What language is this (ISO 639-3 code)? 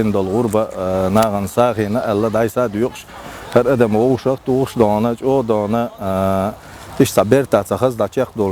che